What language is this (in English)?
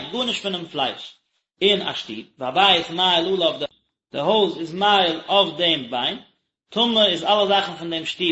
Yiddish